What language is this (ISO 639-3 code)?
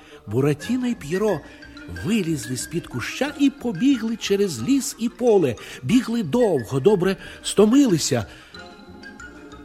ukr